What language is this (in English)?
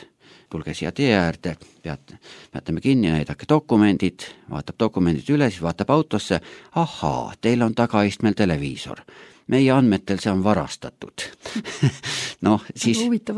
Estonian